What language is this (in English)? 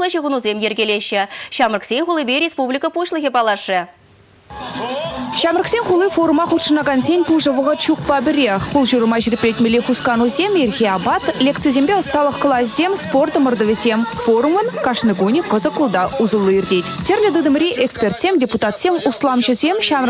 Chuvash